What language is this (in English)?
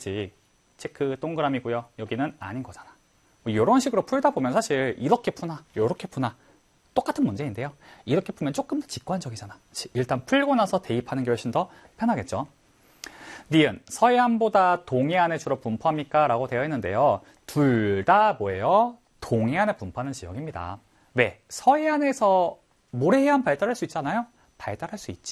Korean